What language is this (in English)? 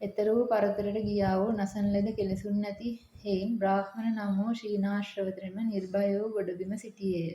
Sinhala